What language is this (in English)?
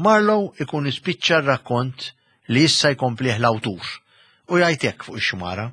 Maltese